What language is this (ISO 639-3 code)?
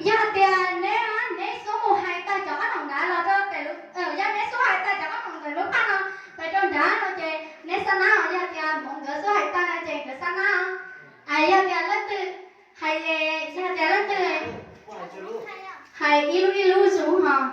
hmn